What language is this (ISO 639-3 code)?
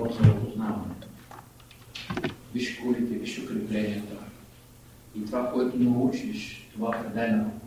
bul